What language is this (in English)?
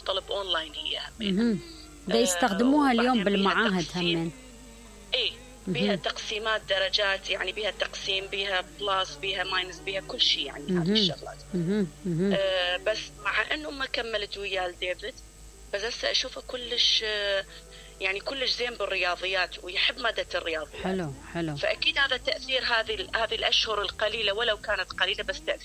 Mesopotamian Arabic